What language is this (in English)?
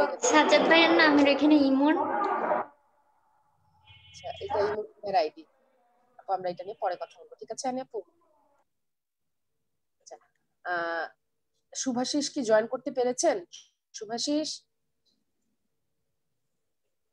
Bangla